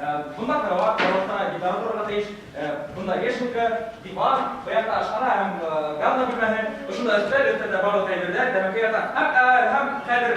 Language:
Bashkir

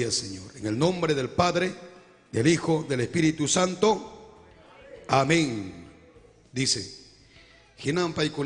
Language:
Ayacucho Quechua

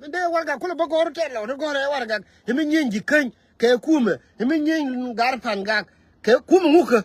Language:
Nuer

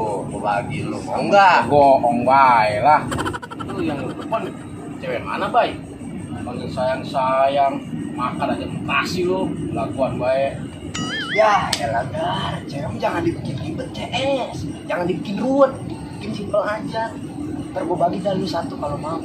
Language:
Betawi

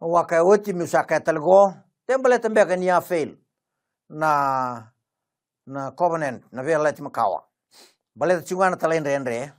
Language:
Fijian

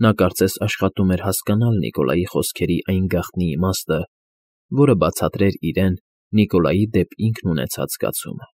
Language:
Armenian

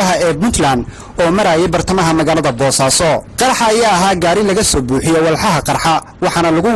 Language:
Somali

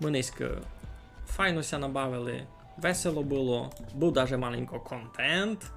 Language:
Rusyn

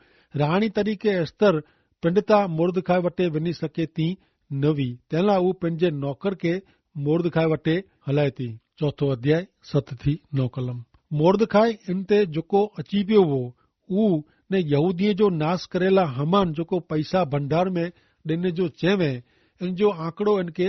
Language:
Kachhi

